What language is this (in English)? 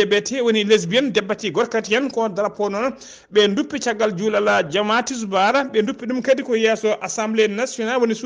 Fula